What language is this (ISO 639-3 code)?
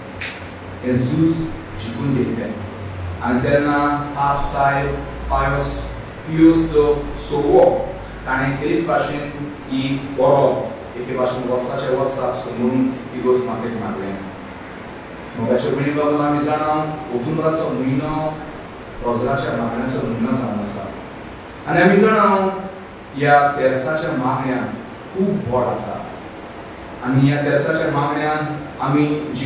kok